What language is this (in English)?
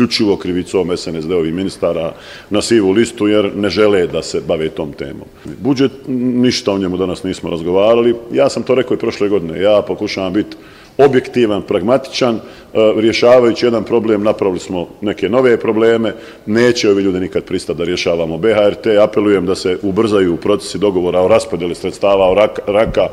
Bosnian